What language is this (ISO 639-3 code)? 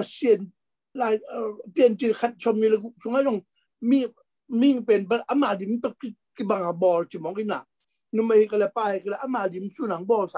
ctd